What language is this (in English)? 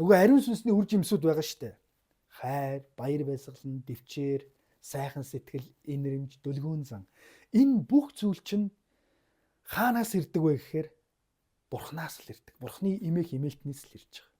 Mongolian